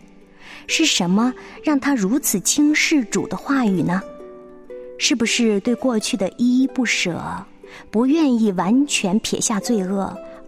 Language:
Chinese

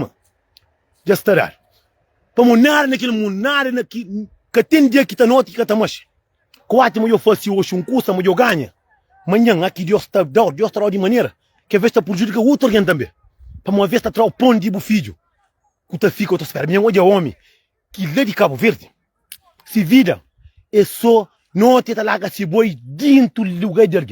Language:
Kabuverdianu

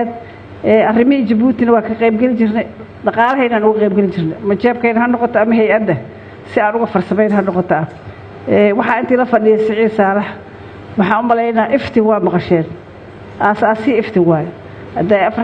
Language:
Somali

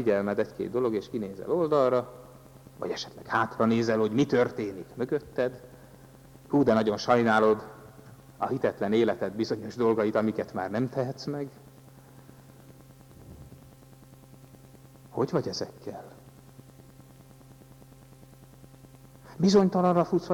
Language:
Hungarian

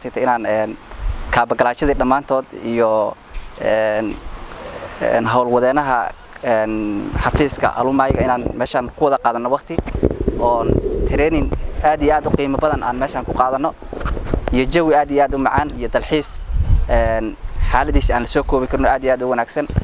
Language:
Somali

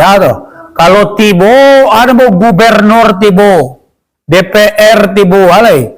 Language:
Minangkabau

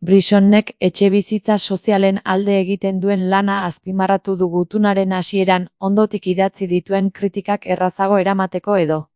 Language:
Basque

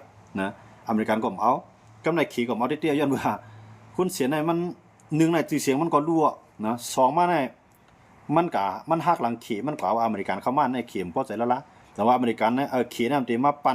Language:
Shan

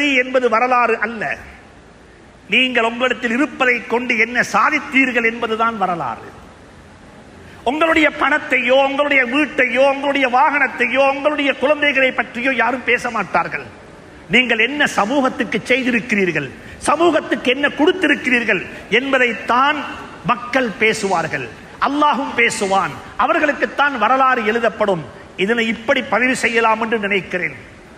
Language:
Tamil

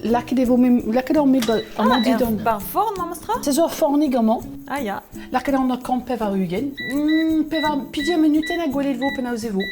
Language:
Breton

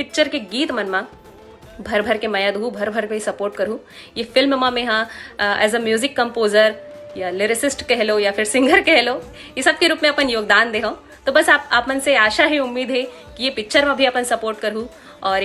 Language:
Chhattisgarhi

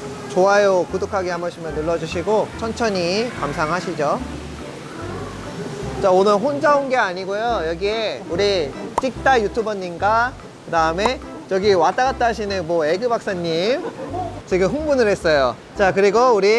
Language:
Korean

